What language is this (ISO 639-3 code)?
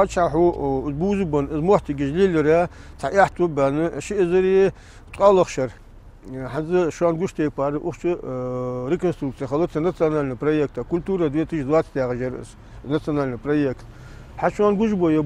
inh